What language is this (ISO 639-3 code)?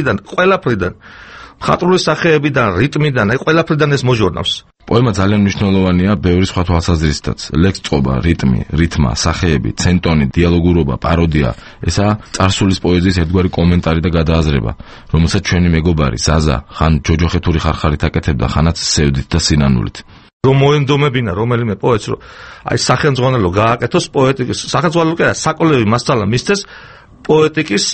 kat